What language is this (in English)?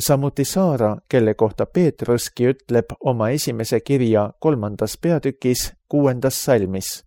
Estonian